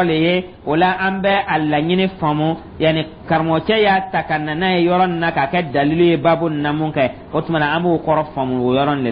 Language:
Dyula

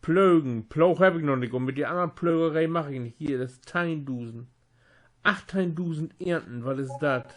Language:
Low German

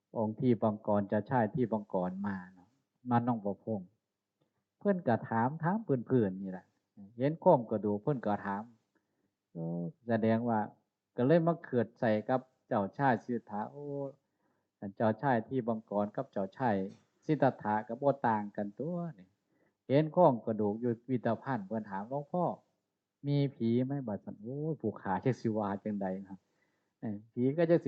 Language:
Northeastern Thai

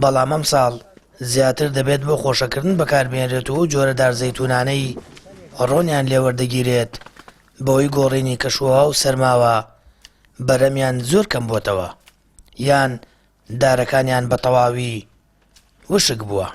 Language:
Central Kurdish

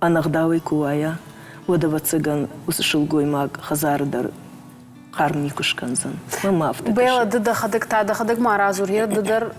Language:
Ossetic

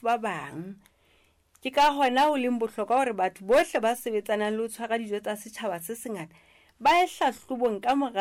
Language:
Southern Sotho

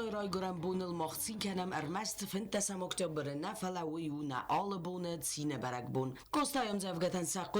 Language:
Ossetic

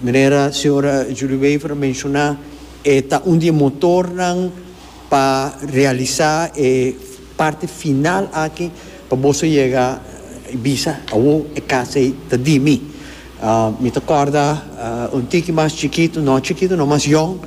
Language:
Papiamento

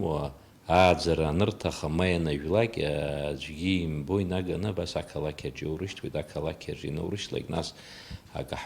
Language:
Abkhazian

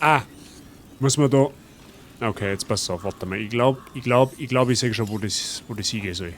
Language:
Bavarian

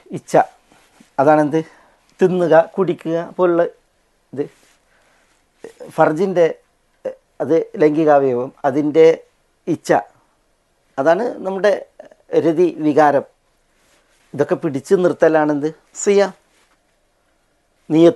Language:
Malayalam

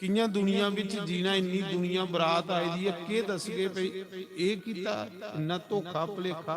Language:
Dogri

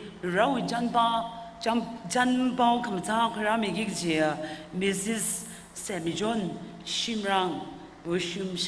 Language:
Tangkhul Naga (India)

